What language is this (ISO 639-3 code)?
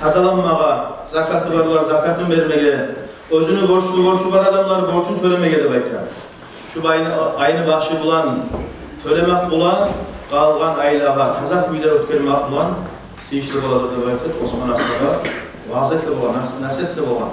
kum